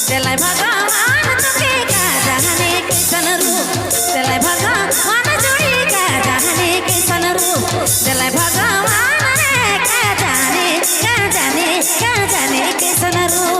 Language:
Sadri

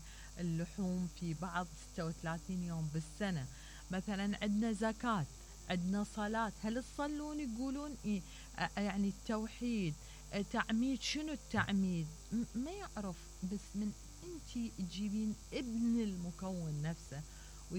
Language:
Mesopotamian Arabic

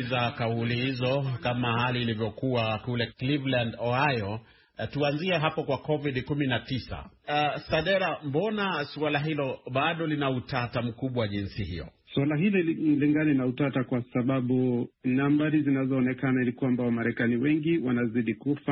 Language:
Swahili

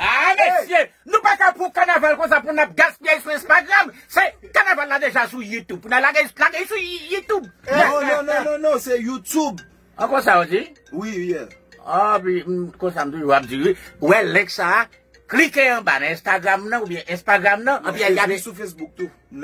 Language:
Haitian Creole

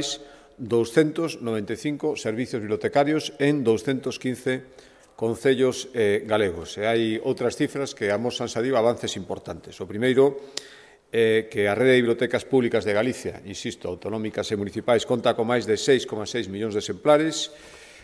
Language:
Galician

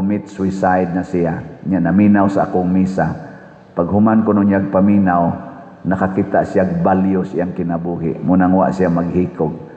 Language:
Cebuano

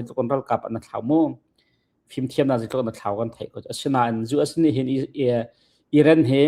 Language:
Hakha Chin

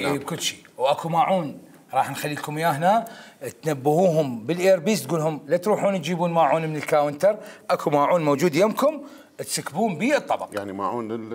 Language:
Mesopotamian Arabic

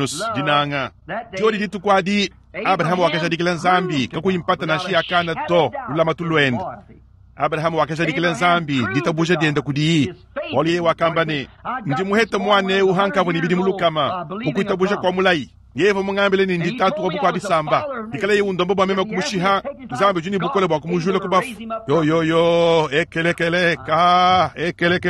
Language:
Luba-Lulua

